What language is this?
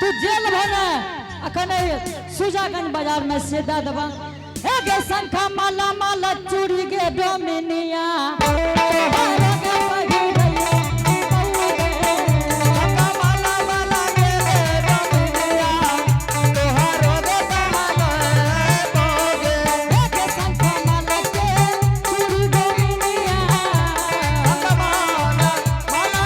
Angika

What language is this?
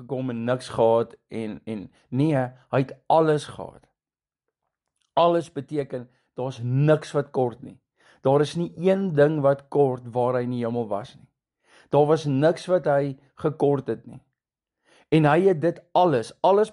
Afrikaans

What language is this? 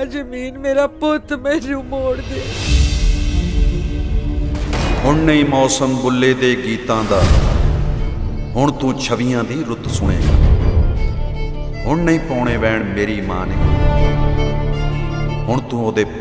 Punjabi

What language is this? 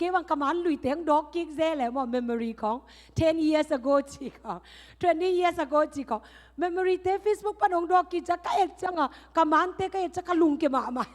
Tedim Chin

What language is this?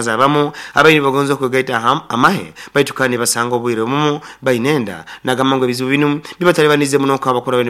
Nyoro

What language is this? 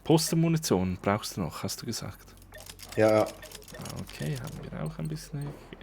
Swiss German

